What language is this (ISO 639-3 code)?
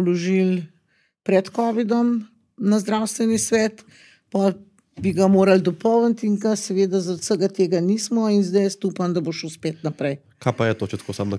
slv